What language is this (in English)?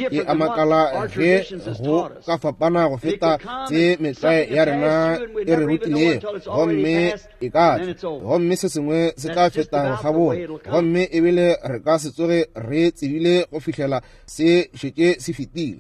Northern Sotho